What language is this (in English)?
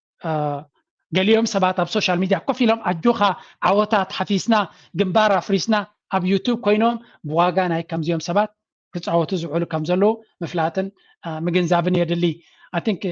Tigrinya